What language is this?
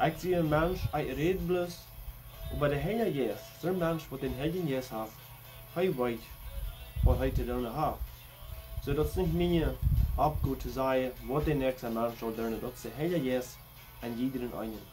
Plautdietsch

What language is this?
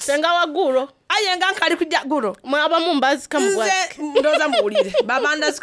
Soga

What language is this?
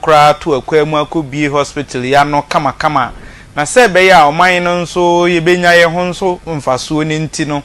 Akan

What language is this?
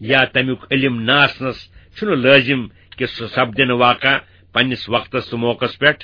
Kashmiri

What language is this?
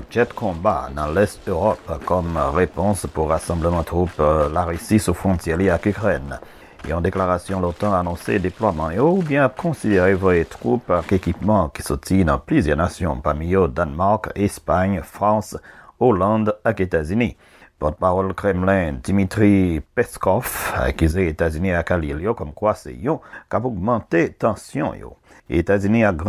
Haitian Creole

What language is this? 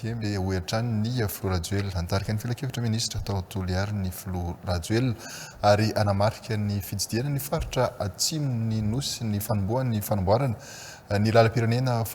Malagasy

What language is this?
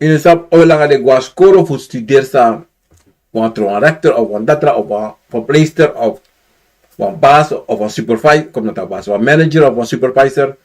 Sranan Tongo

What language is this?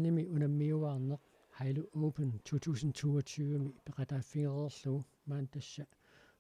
Kalaallisut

